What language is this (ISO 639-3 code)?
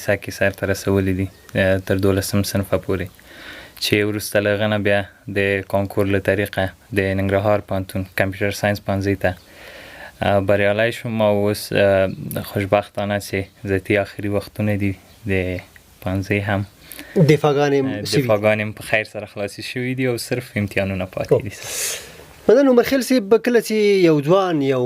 pus